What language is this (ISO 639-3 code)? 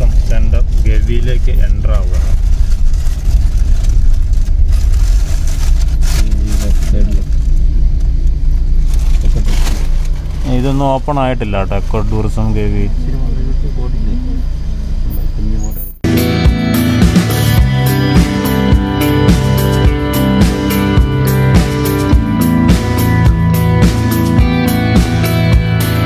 mal